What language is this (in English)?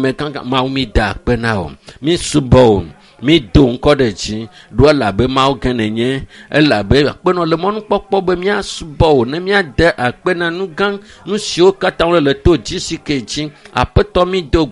Ewe